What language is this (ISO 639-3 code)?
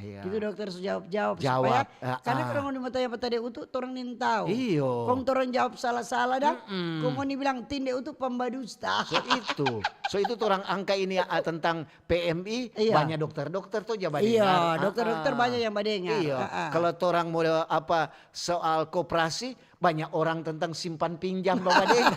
xmm